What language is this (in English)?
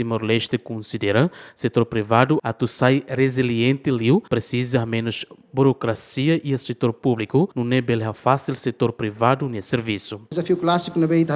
Tetum